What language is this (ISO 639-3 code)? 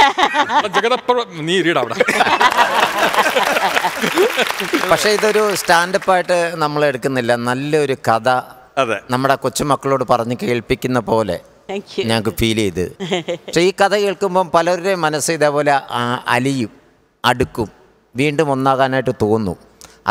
mal